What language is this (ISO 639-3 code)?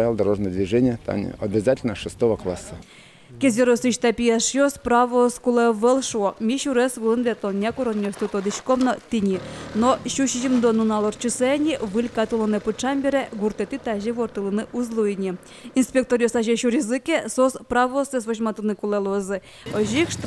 udm